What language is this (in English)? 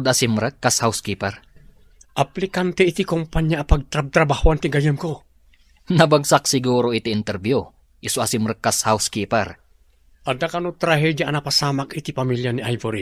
Iloko